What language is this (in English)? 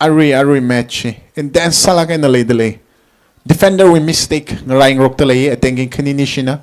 Tangkhul Naga (India)